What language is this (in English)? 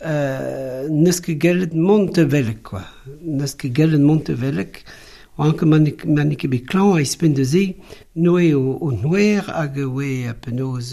Breton